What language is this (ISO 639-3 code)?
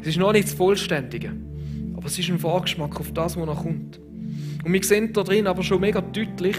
gsw